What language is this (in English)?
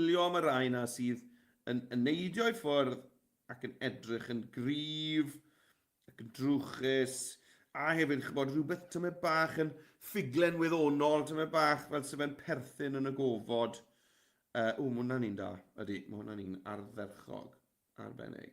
Welsh